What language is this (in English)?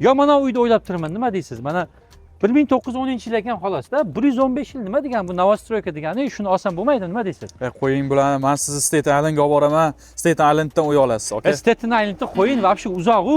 Uzbek